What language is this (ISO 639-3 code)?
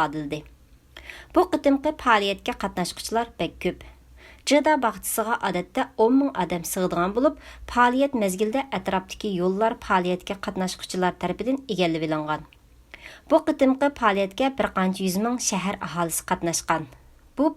uig